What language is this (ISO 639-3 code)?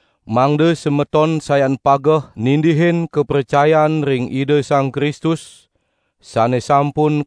ban